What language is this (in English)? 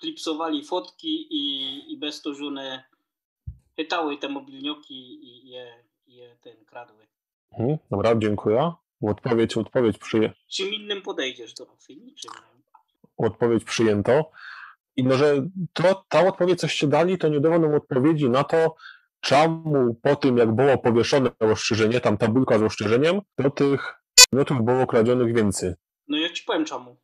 Silesian